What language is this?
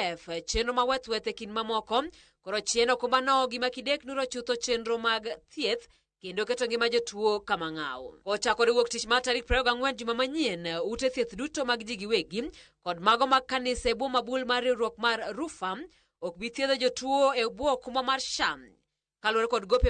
Luo (Kenya and Tanzania)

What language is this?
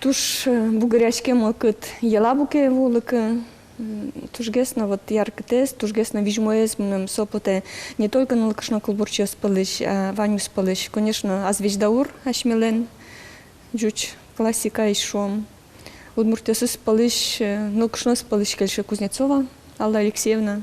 Udmurt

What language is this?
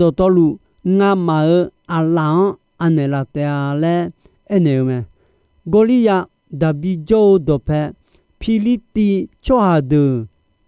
Akha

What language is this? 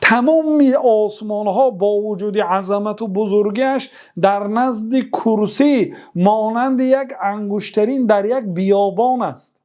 Persian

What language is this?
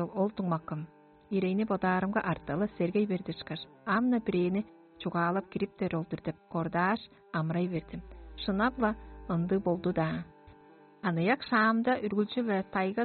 Tuvinian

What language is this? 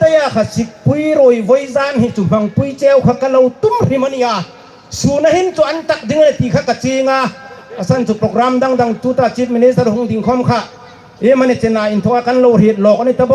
Hmar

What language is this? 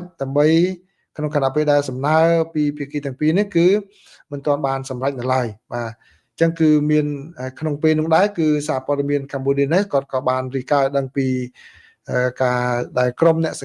Khmer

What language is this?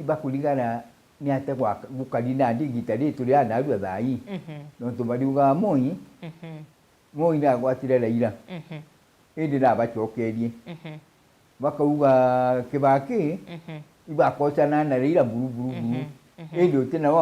Meru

